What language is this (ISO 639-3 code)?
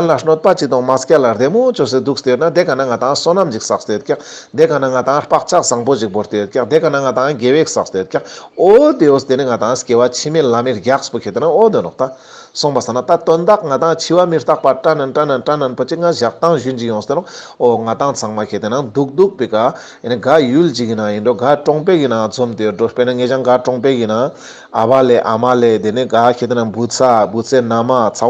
lbj